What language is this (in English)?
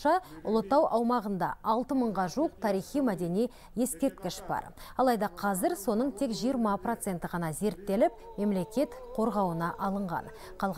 Kazakh